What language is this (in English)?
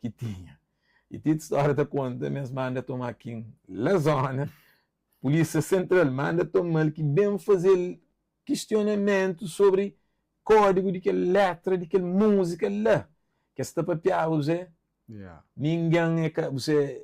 Kabuverdianu